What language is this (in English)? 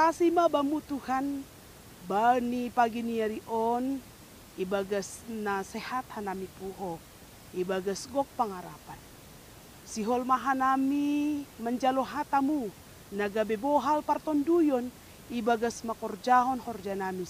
Batak Simalungun